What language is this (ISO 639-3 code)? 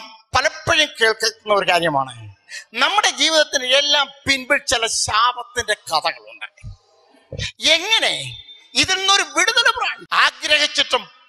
mal